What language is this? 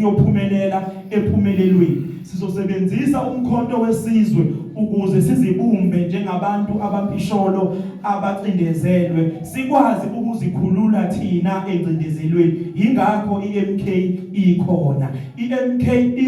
Zulu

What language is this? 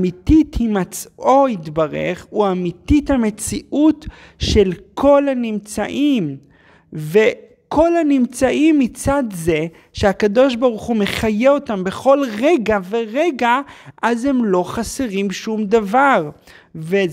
Hebrew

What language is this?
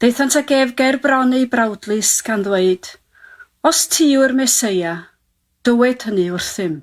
Welsh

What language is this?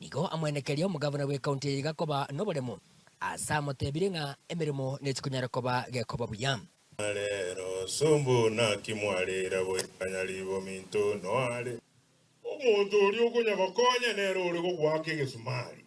Gusii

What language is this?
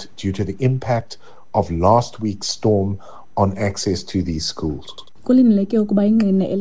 Xhosa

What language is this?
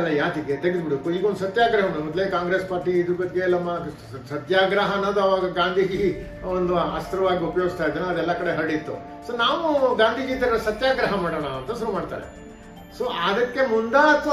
Kannada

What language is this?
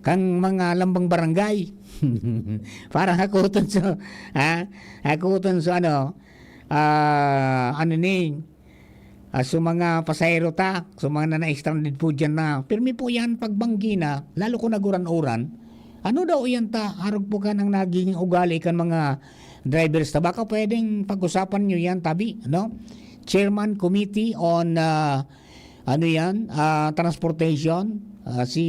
Bikol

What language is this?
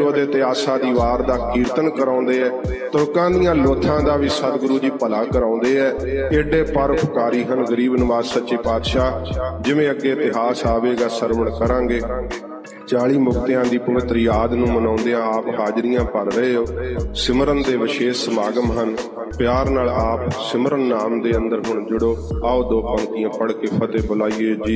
Punjabi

